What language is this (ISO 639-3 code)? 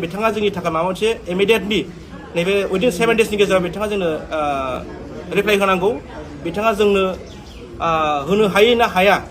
brx